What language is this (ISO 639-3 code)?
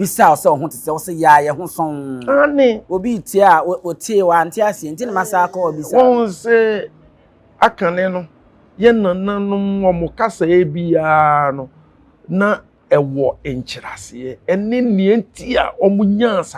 aka